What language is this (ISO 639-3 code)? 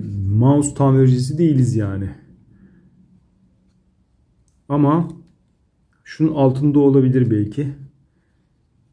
tur